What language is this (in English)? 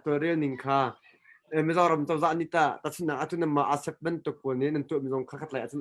Hakha Chin